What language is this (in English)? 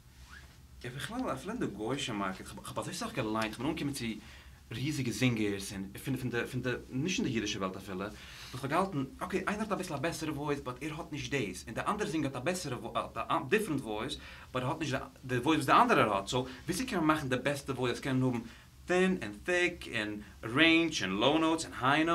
Yiddish